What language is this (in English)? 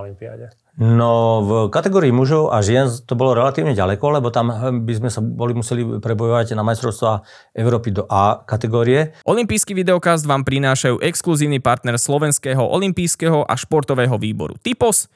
Slovak